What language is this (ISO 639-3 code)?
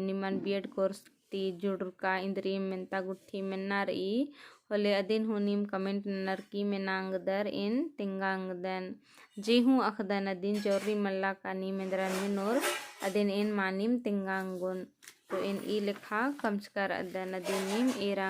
kru